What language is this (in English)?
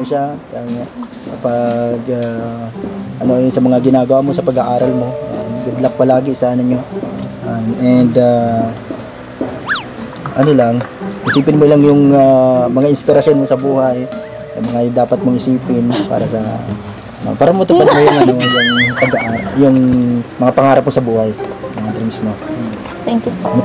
Filipino